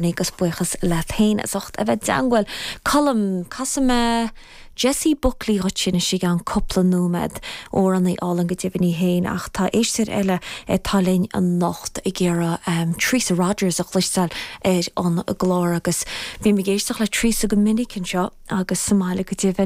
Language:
Irish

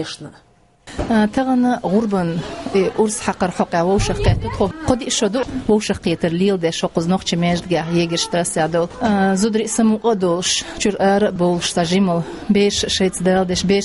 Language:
Chechen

